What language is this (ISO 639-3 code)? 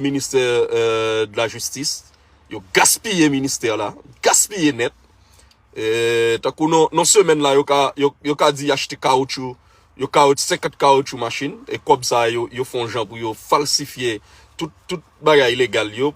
hat